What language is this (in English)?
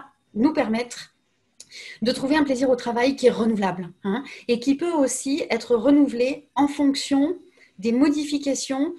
French